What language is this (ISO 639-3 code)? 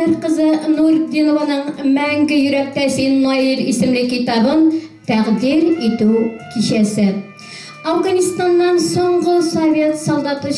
tat